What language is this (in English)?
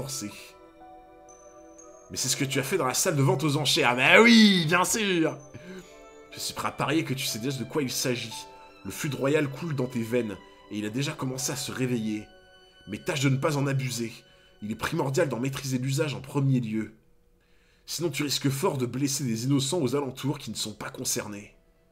French